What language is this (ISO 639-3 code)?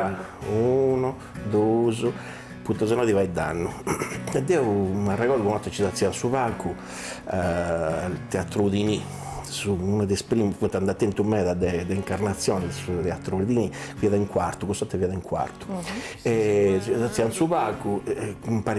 srd